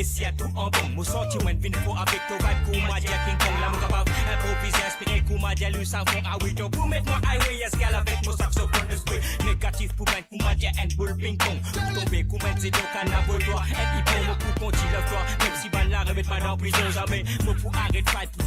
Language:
Morisyen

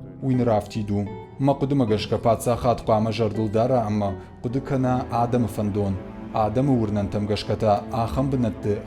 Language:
Ossetic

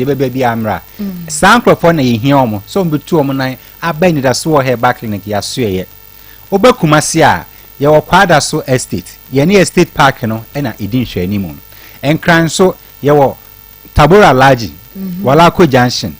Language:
Akan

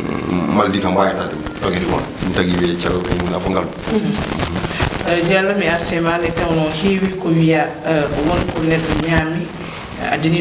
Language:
Fula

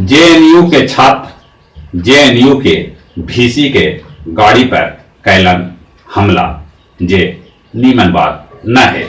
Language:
Magahi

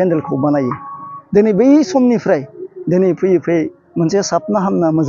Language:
Bodo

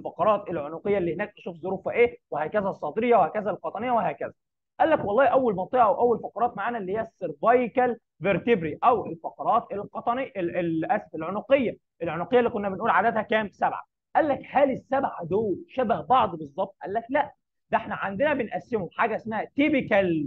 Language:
Egyptian Arabic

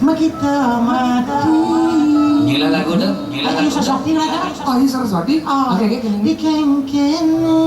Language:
Balinese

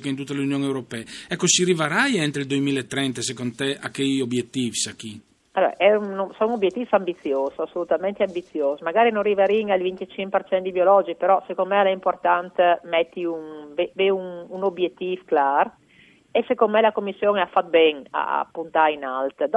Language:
Friulian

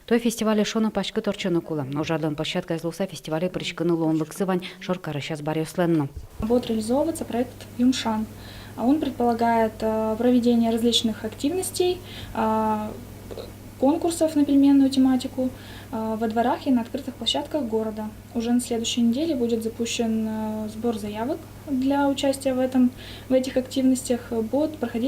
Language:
Udmurt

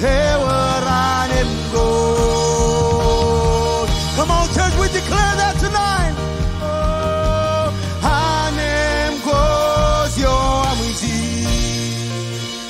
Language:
Marshallese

